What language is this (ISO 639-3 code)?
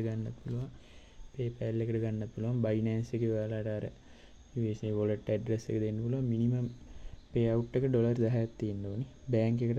sin